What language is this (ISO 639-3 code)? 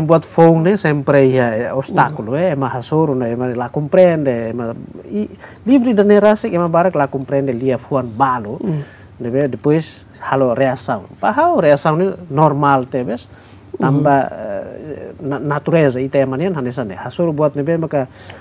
tet